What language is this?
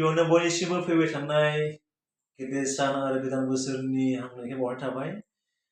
Bodo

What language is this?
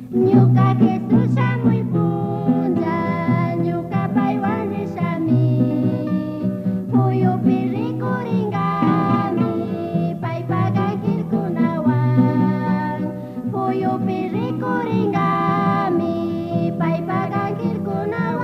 Chimborazo Highland Quichua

